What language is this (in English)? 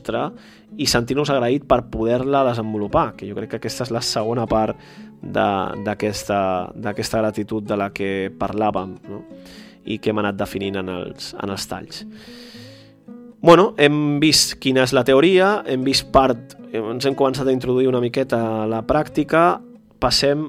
Catalan